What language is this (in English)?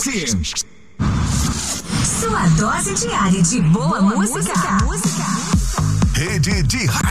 Portuguese